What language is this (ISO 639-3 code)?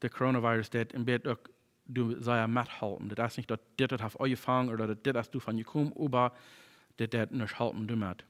pdt